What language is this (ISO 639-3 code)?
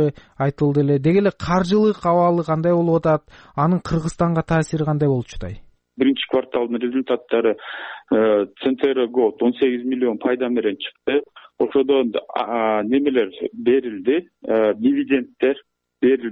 kir